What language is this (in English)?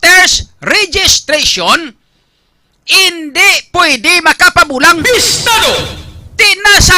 Hiligaynon